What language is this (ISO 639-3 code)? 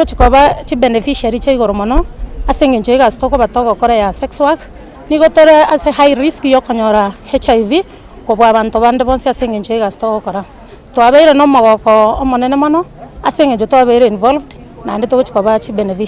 guz